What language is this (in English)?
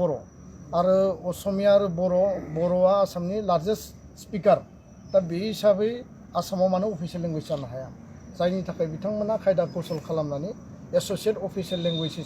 Bodo